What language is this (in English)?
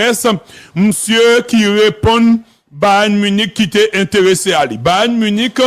Haitian Creole